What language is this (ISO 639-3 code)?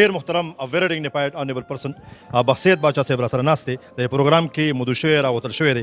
pus